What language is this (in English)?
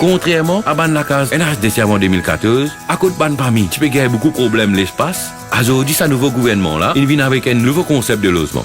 Morisyen